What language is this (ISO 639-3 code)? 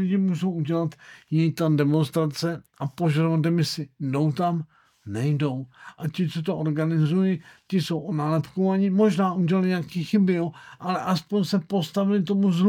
ces